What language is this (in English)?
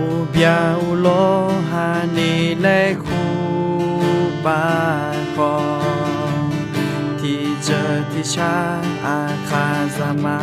Akha